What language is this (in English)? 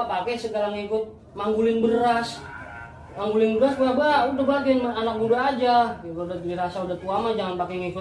Betawi